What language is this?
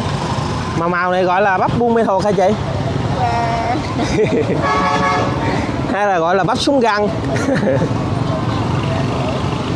Vietnamese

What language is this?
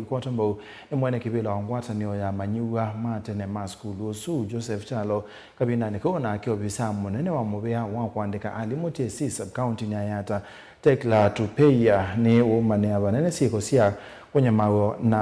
Kamba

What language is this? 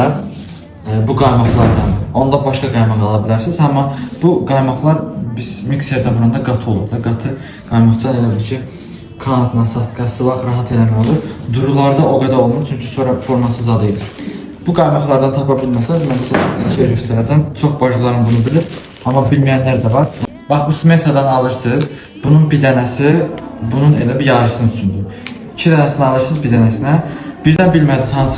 Azerbaijani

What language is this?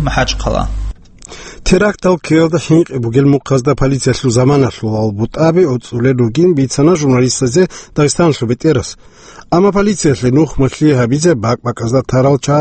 Avaric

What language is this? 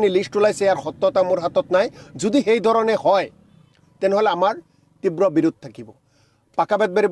Assamese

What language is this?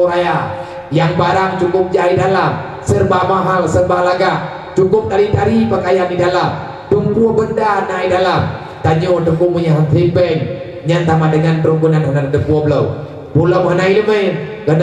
Achinese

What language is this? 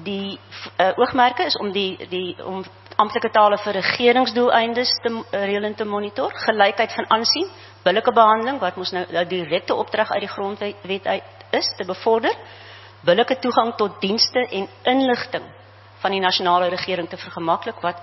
Afrikaans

